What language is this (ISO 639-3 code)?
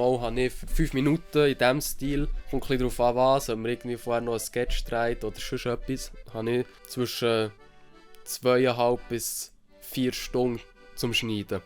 gsw